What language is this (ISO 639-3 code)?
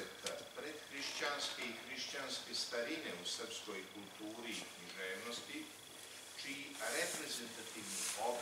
srp